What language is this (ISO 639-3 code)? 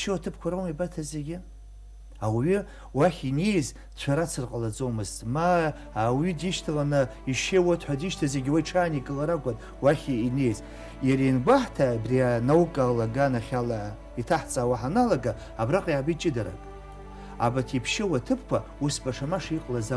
abk